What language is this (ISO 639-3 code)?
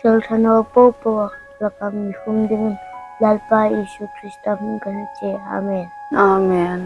hmr